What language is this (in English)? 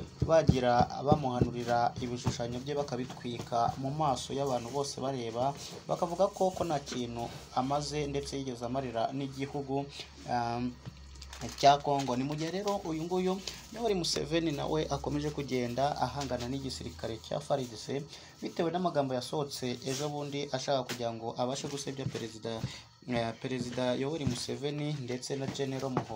Kinyarwanda